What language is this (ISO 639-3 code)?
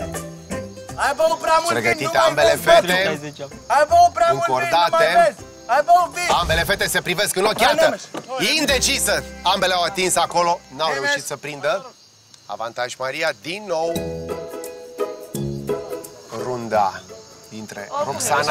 ron